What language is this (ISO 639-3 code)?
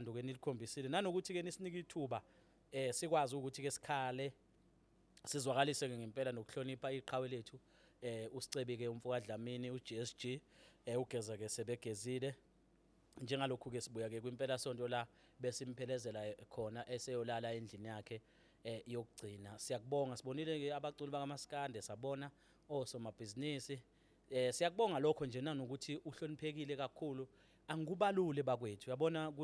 zul